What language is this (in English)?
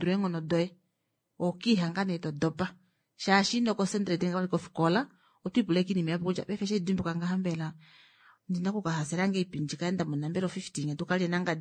Kuanyama